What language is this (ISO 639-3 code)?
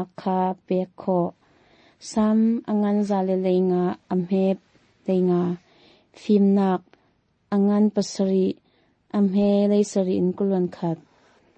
cnh